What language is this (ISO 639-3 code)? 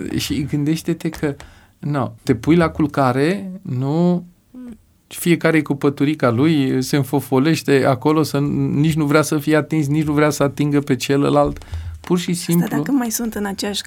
ron